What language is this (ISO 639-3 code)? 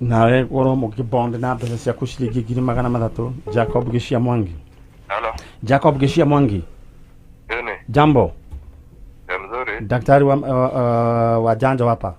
kik